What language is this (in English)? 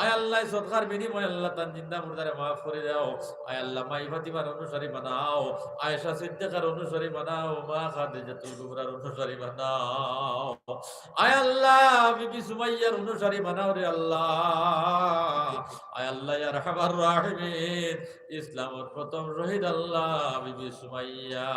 Sylheti